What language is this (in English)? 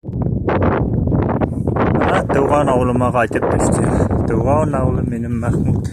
Bashkir